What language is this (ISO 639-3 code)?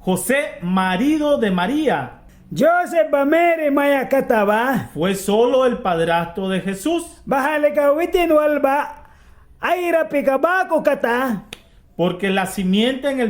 miq